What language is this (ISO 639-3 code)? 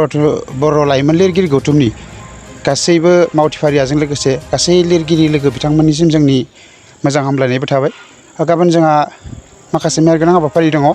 brx